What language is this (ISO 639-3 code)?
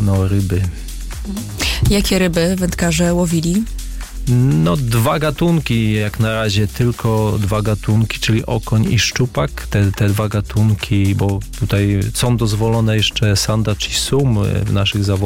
pol